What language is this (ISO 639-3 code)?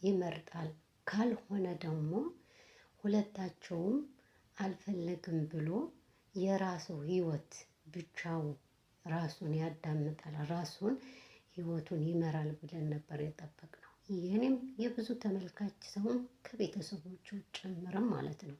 amh